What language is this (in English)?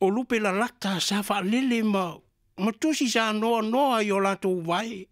Samoan